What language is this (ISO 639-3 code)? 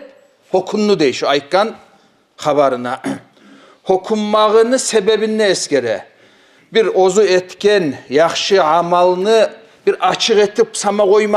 kum